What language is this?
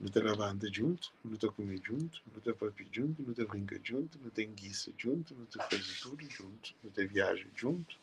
Kabuverdianu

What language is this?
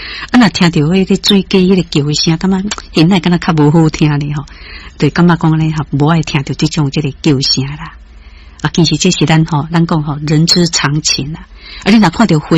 Min Nan Chinese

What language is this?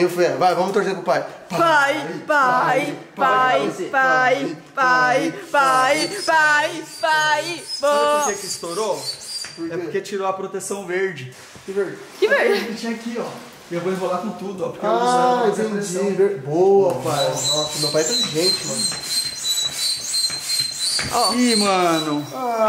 Portuguese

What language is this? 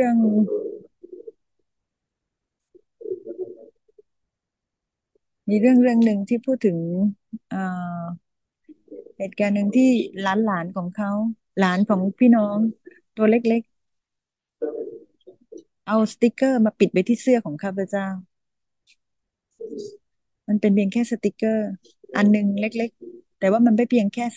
Thai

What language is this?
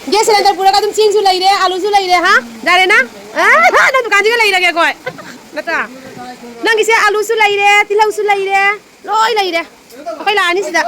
Manipuri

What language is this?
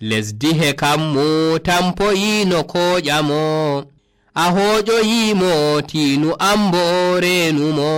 Nigerian Fulfulde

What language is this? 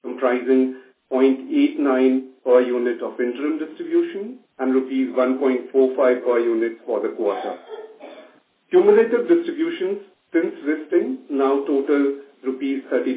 English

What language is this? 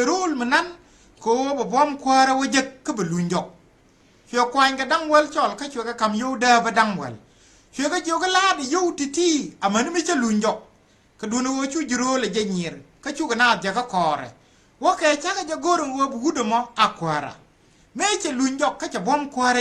Nuer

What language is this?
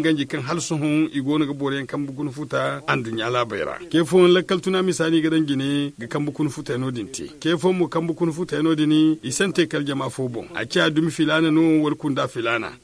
Zarma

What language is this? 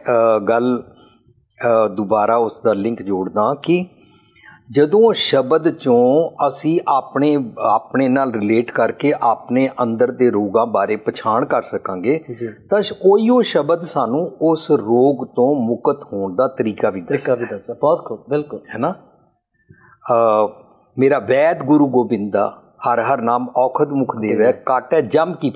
Punjabi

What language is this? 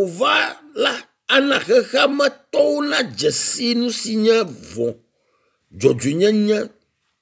Ewe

